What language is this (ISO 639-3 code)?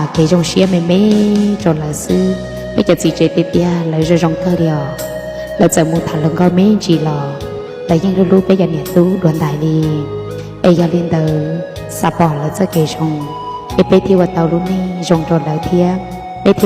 hmn